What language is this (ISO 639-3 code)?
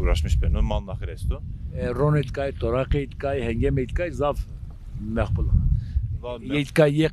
zza